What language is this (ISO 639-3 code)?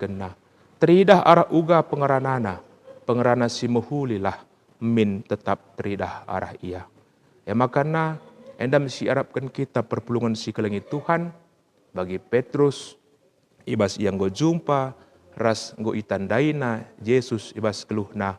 btx